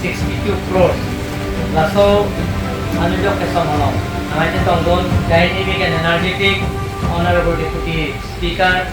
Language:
Karbi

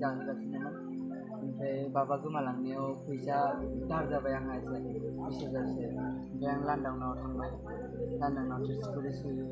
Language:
Bodo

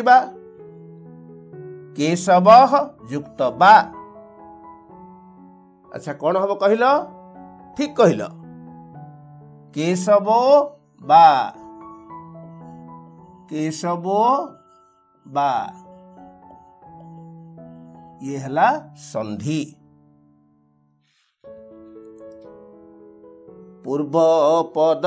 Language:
Odia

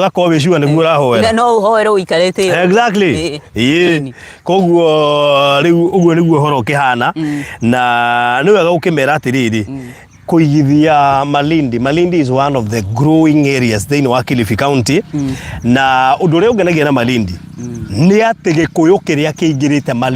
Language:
Kikuyu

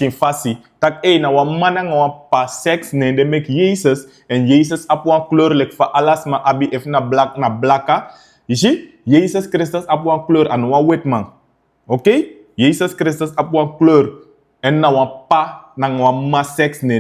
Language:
Sranan Tongo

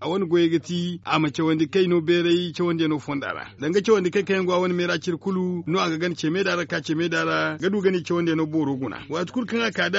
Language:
Zarma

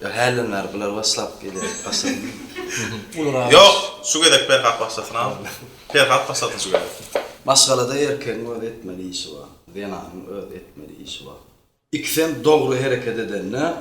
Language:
Turkmen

